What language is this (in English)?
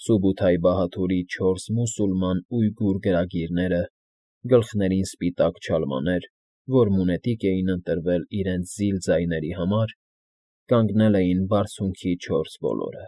Armenian